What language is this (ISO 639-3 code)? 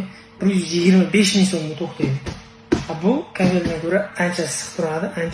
uzb